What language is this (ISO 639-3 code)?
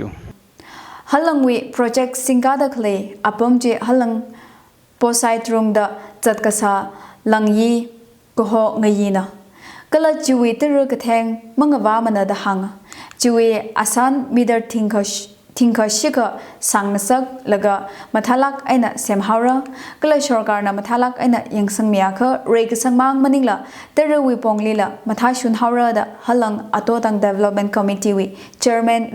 nmf